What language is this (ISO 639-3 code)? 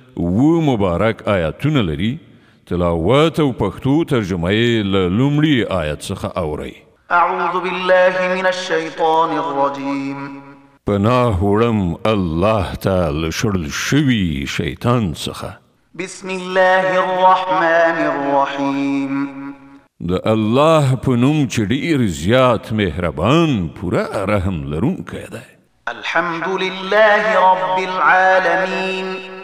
pus